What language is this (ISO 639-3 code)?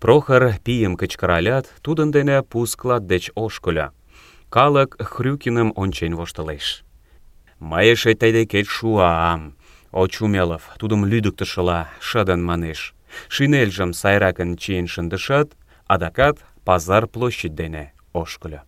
chm